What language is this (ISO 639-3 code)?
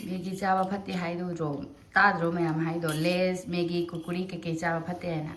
mni